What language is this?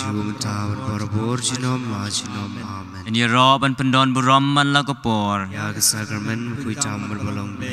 Khasi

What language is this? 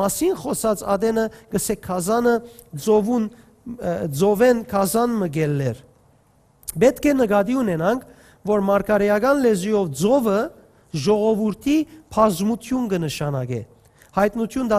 Western Armenian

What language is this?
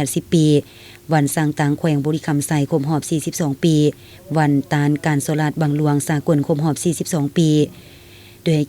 Lao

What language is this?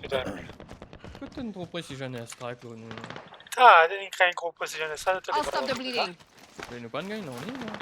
Morisyen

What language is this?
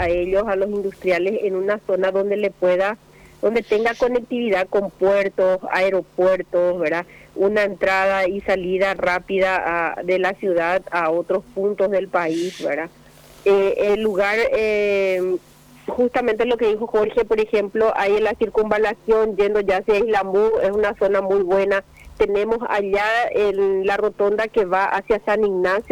Spanish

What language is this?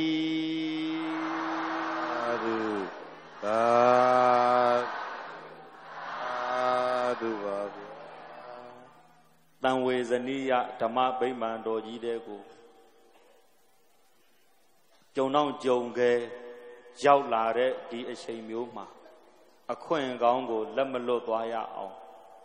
Burmese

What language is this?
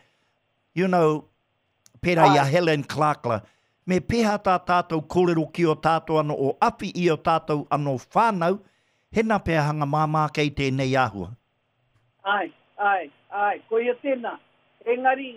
Māori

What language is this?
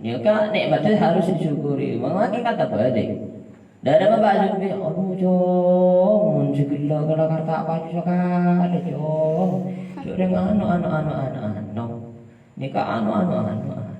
Madurese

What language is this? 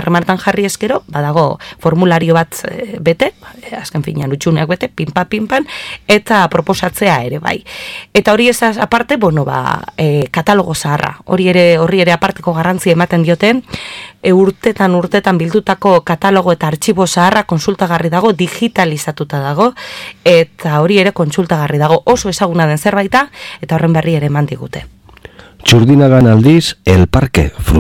Basque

